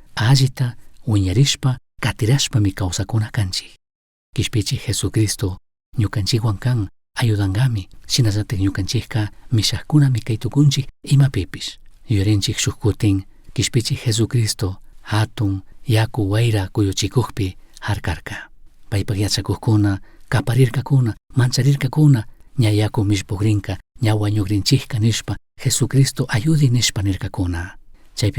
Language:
Chimborazo Highland Quichua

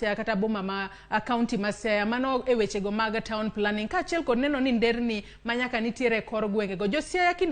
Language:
Luo (Kenya and Tanzania)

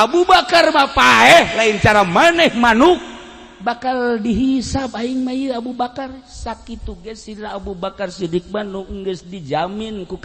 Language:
Sundanese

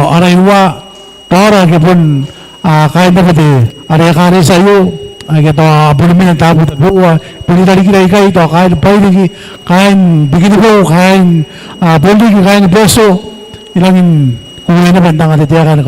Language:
Gilbertese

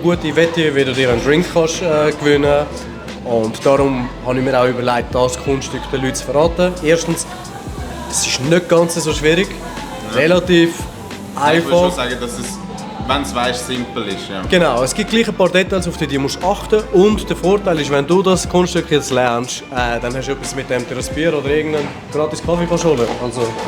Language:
Swiss German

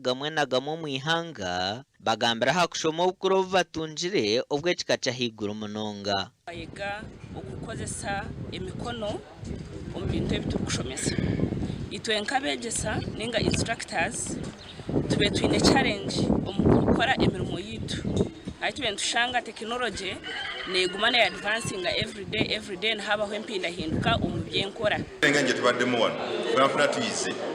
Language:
Nyankole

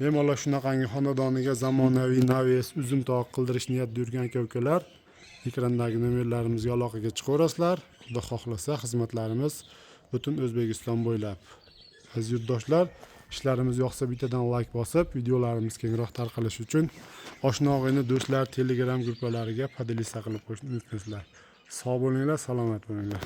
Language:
Uzbek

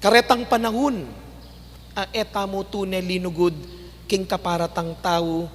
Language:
Pampanga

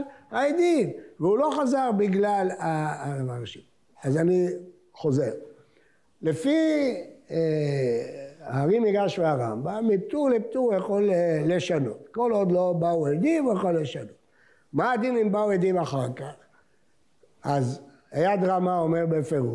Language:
Hebrew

